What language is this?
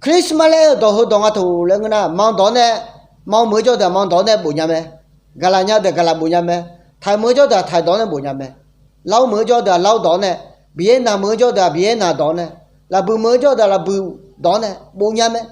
Akha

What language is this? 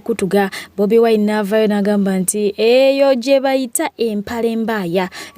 Ganda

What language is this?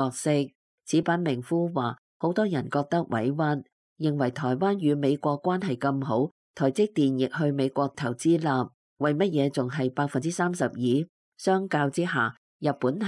Cantonese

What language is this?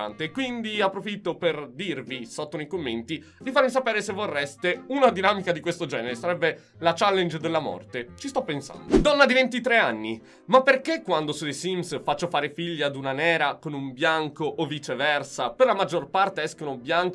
Italian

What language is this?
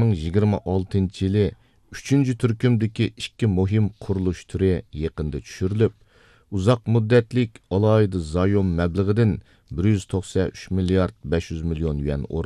Uyghur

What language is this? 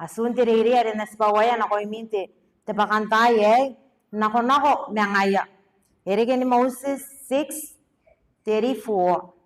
Gilbertese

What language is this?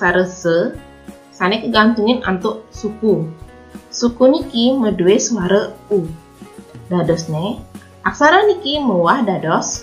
Balinese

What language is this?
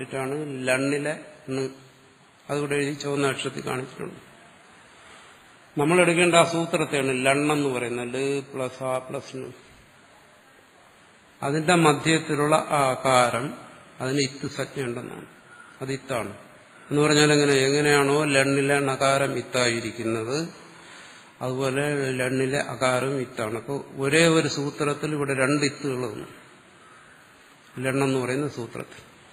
Malayalam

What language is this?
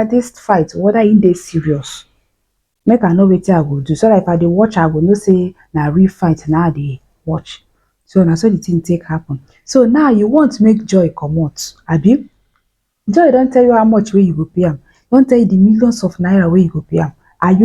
Nigerian Pidgin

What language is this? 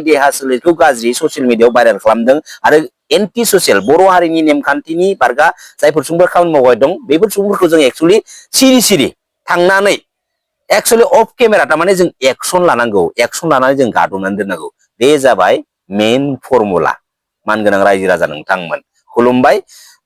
Bodo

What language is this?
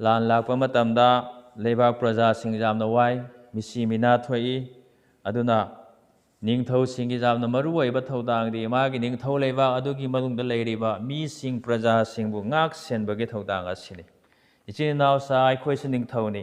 Manipuri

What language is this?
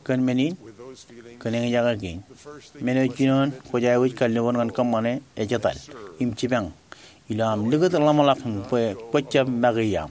Marshallese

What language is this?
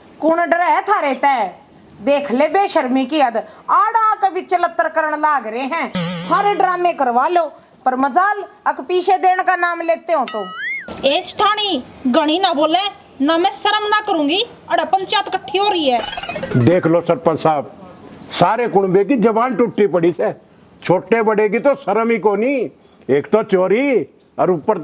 Haryanvi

